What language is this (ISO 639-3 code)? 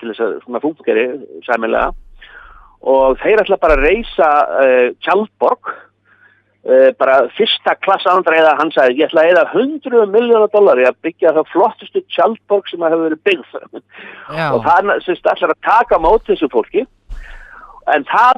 isl